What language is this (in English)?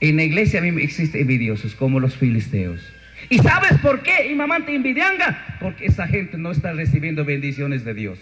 Chimborazo Highland Quichua